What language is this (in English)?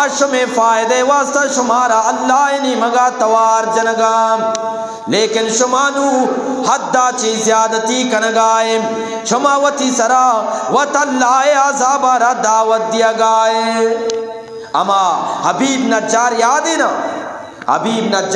Eastern Balochi